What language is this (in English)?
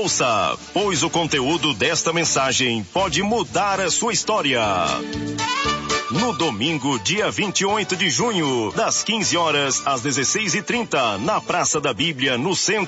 Portuguese